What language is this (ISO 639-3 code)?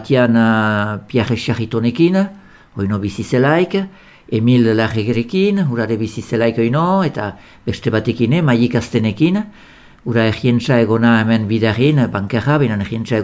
eus